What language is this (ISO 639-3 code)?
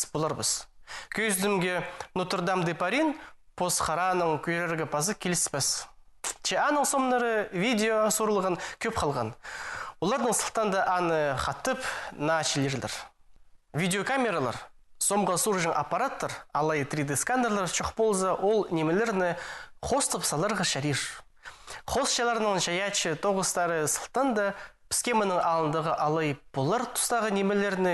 kjh